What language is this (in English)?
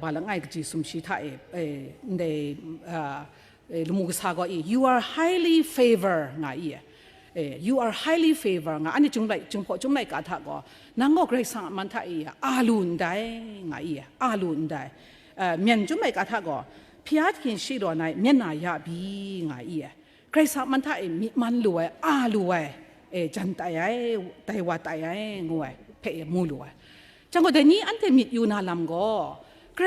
Kachin